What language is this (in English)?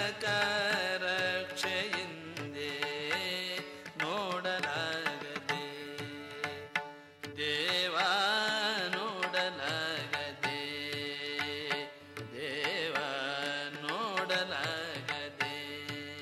Kannada